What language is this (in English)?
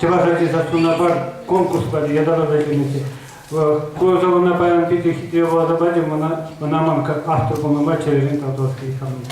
Chuvash